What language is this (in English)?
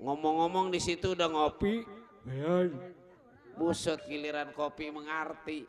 Betawi